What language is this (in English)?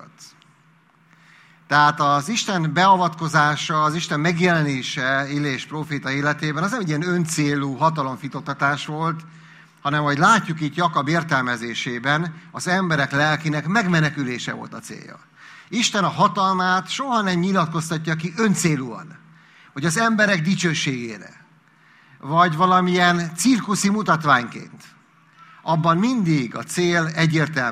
Hungarian